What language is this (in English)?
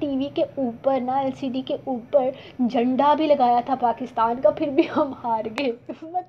Urdu